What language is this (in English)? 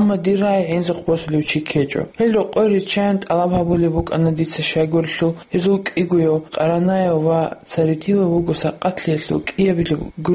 Avaric